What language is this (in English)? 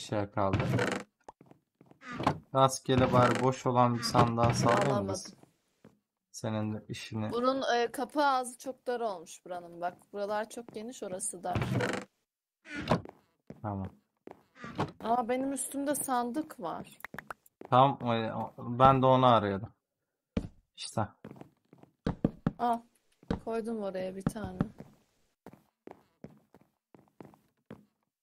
Turkish